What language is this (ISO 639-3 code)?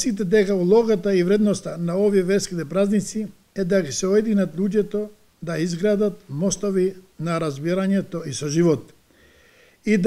mkd